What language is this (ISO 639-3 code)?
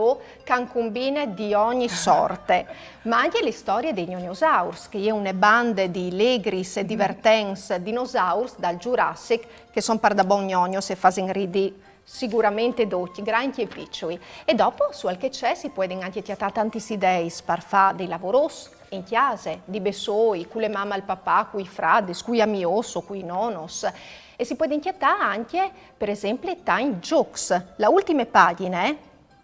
fur